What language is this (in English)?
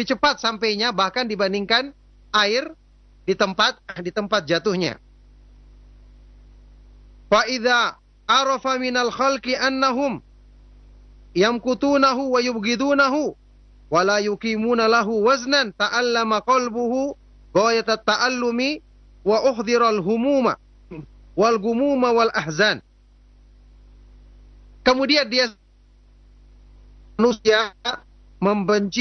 Indonesian